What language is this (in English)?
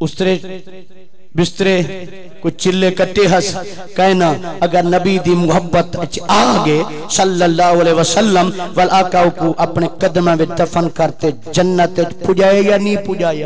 Saraiki